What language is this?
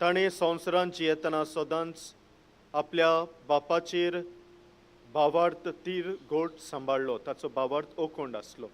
Konkani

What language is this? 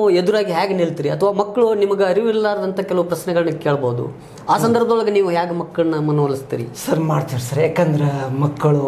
Kannada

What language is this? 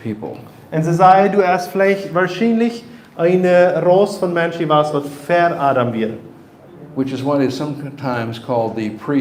Plautdietsch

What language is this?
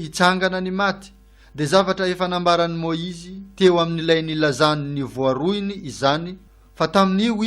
Malagasy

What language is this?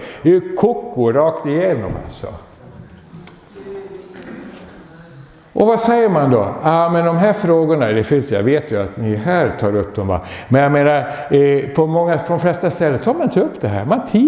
Swedish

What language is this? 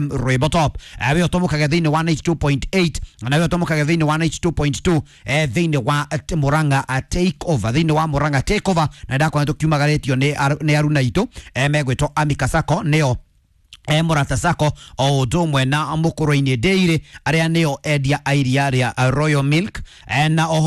Kikuyu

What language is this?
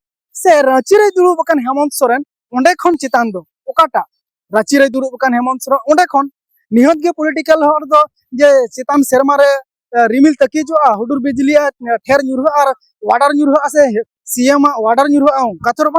Santali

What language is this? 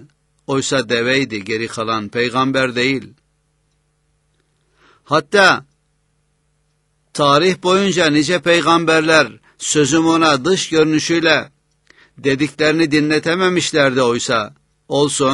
Turkish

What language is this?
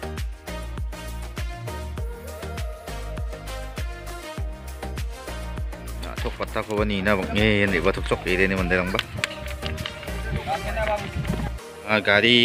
Garo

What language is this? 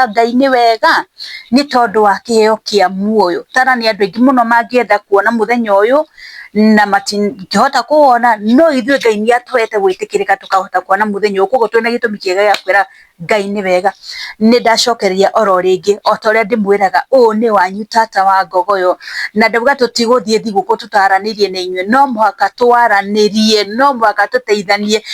Kikuyu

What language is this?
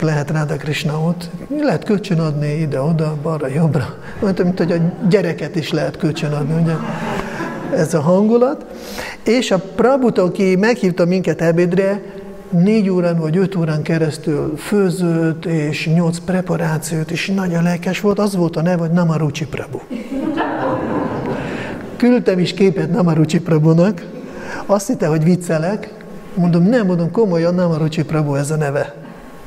Hungarian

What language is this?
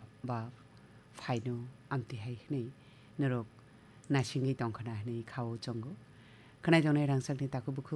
Kok Borok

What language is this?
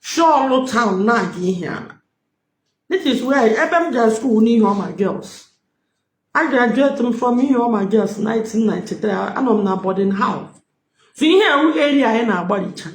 Igbo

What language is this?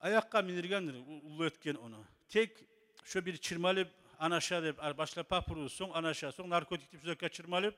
Kumyk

